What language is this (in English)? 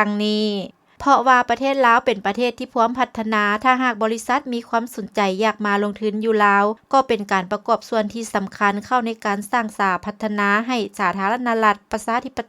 Lao